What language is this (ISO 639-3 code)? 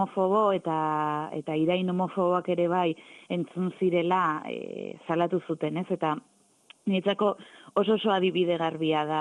eus